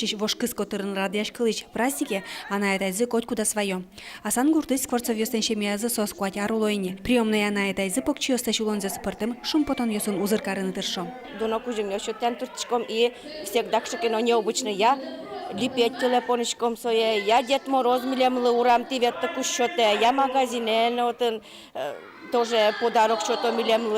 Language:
Udmurt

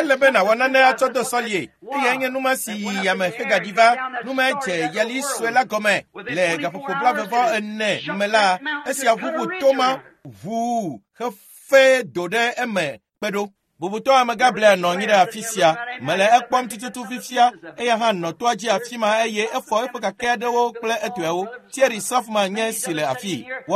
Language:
Ewe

